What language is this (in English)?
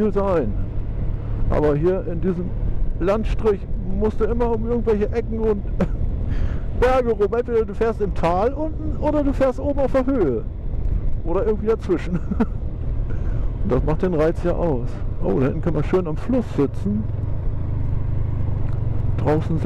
German